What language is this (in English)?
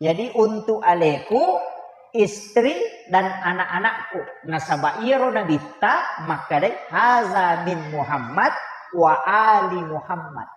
Buginese